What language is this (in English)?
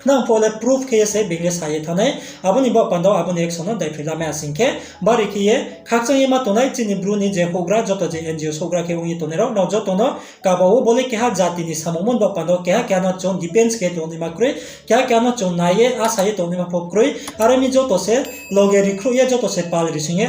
Riang (India)